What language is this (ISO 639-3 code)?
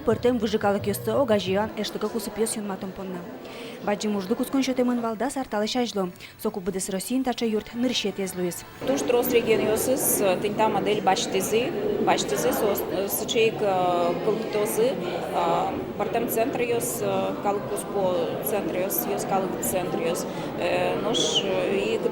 udm